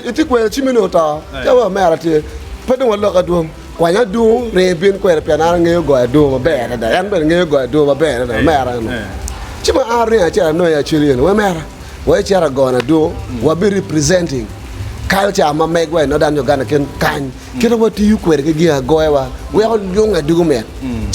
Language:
Acoli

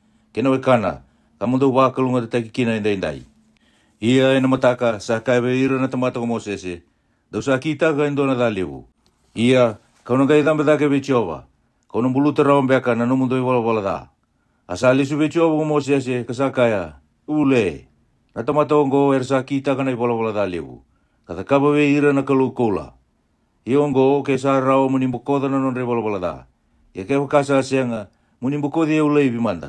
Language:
Fijian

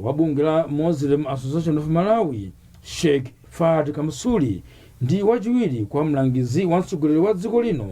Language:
Nyanja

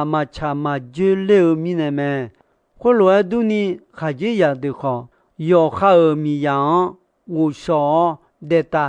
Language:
Akha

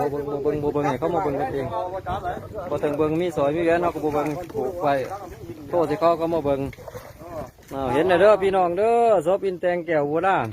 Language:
Lao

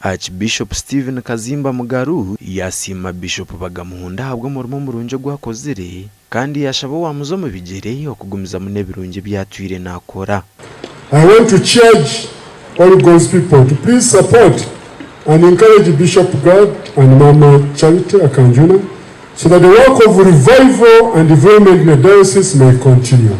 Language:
Nyankole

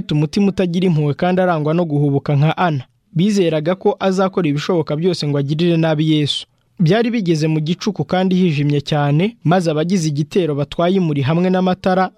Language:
Kinyarwanda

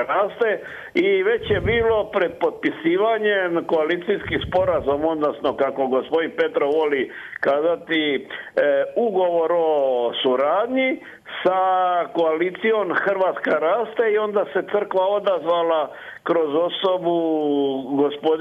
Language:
Croatian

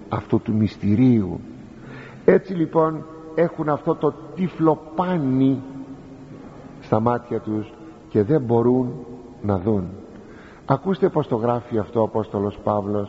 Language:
Greek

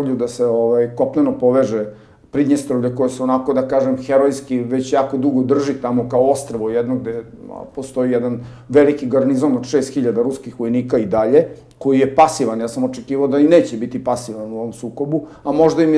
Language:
Serbian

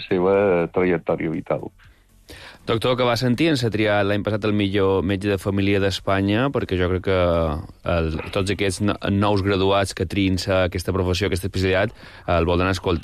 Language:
Catalan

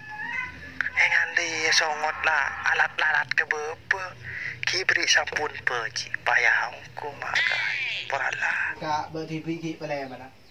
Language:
Madurese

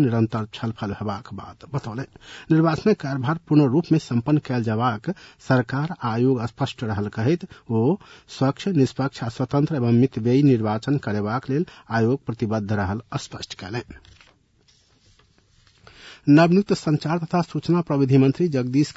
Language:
Maithili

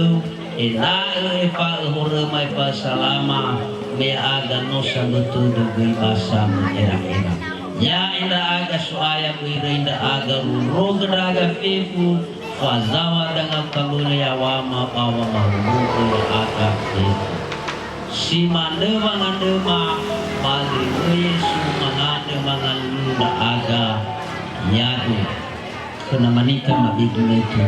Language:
Nias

